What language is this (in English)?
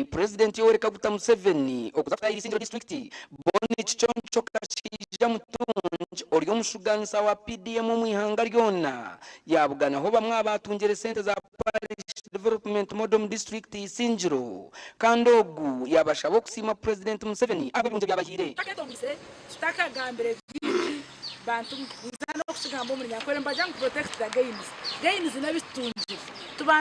Nyankole